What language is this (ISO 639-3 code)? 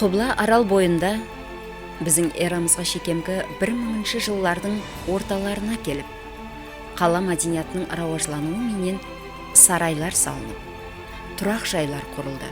kaa